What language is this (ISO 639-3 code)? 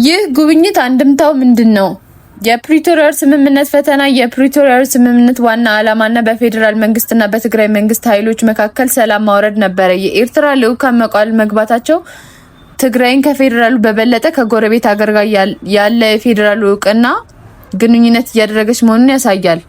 amh